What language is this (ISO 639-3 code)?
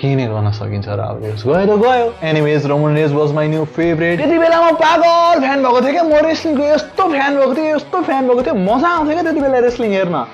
nep